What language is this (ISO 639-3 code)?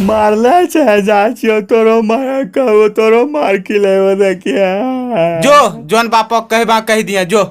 anp